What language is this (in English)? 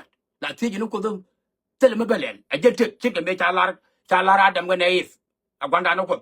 Nuer